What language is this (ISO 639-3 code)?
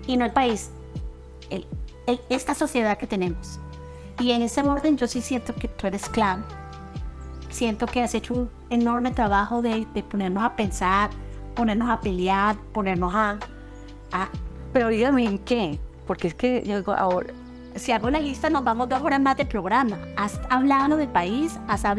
spa